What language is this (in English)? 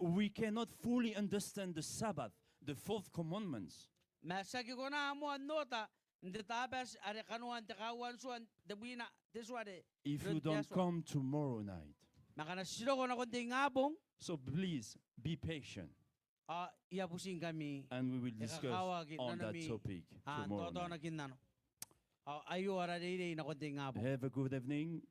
Gilbertese